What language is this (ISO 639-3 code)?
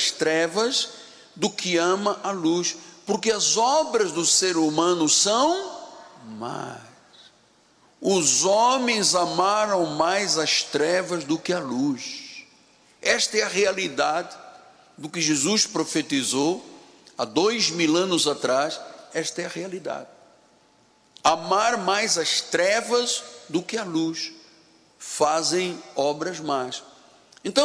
por